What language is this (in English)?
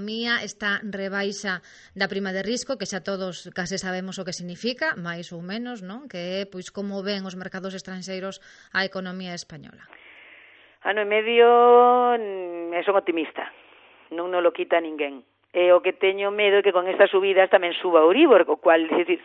Galician